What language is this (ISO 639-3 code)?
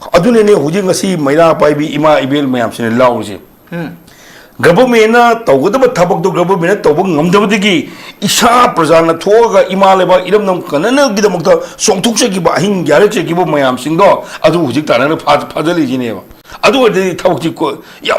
mni